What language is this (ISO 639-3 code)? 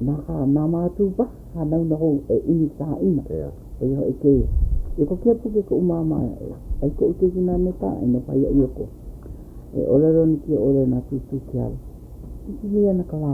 haw